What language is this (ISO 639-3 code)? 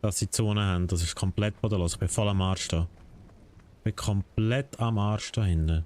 gsw